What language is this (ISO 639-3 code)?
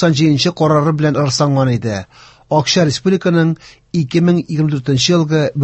tat